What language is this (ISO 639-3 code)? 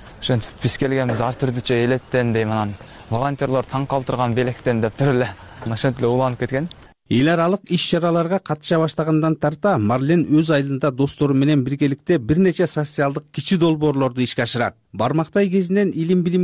kir